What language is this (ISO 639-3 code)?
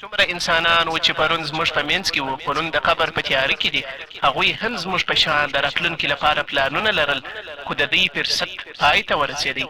pus